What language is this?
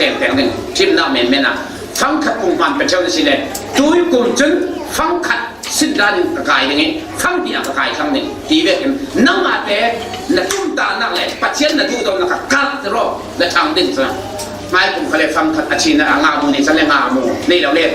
Falam Chin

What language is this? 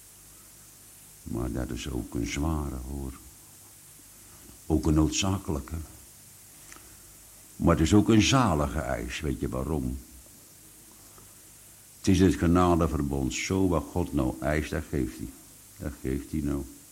Dutch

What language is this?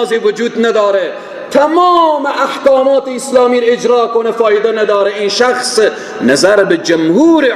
Persian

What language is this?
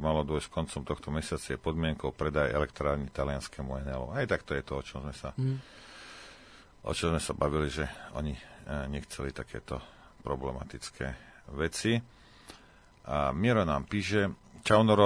Slovak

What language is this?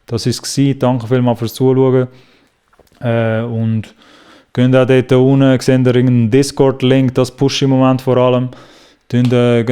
Swiss German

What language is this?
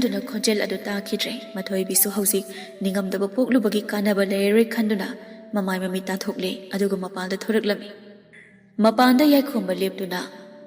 Manipuri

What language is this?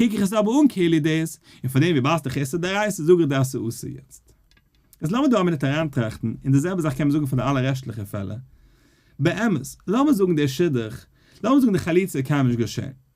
Yiddish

